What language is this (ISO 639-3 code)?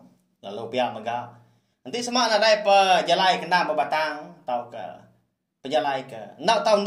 iba